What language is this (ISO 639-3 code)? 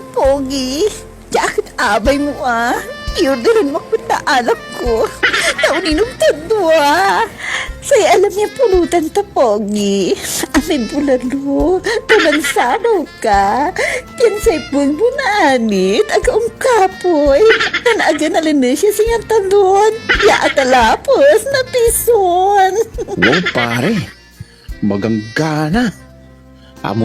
pag